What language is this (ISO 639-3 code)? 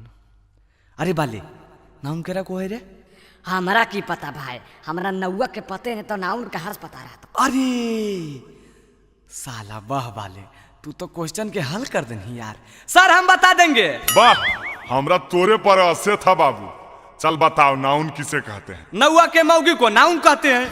mag